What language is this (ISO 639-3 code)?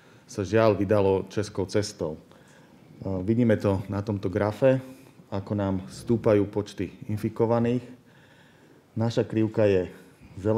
slk